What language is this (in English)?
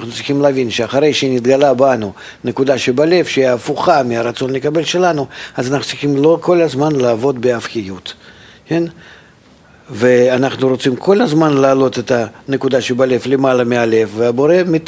Hebrew